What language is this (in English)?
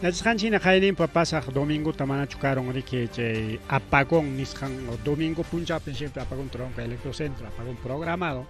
Ayacucho Quechua